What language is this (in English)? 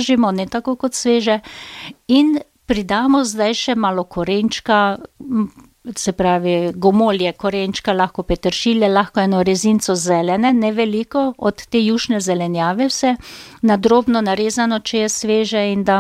Slovenian